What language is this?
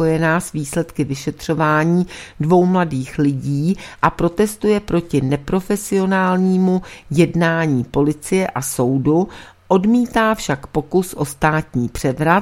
Czech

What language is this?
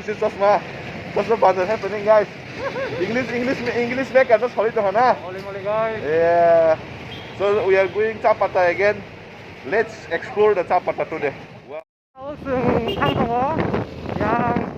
Kok Borok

